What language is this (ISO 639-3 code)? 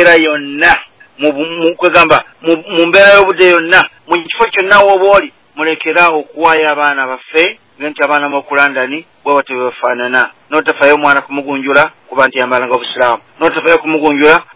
lug